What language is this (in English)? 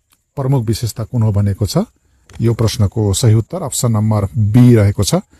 Nepali